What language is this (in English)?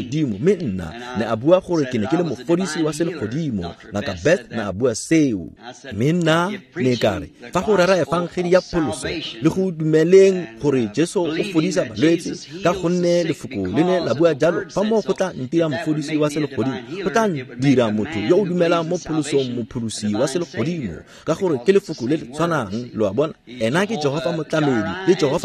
Tswana